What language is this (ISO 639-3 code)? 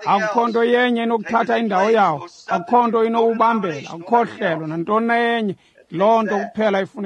xho